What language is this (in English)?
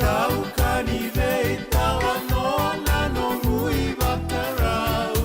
Fijian